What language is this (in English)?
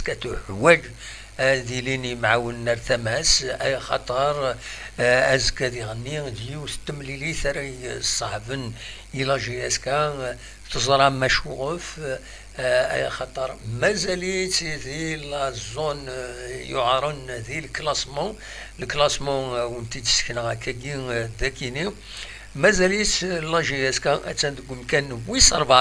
Kabyle